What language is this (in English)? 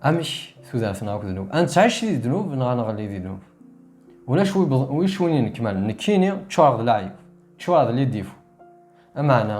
Kabyle